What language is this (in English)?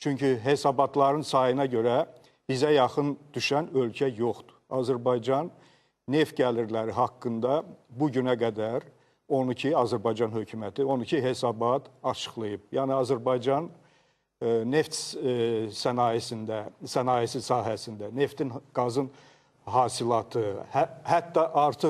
Azerbaijani